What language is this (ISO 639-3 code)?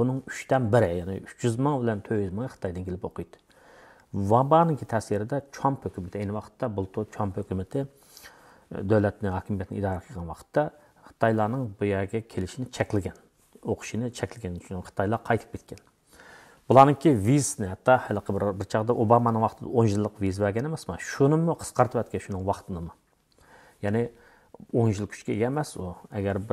uig